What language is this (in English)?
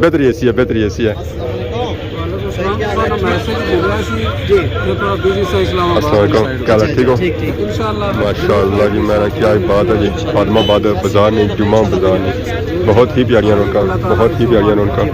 Pahari-Potwari